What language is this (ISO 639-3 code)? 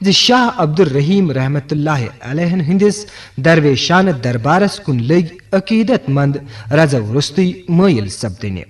kas